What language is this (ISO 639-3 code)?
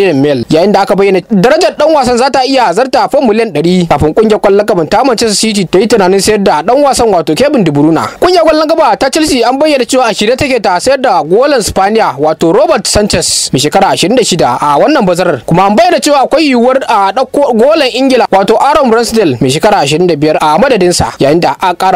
hau